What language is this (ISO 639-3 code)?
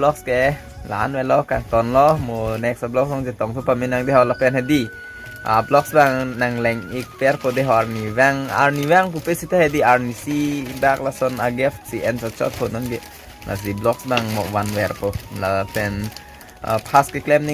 mjw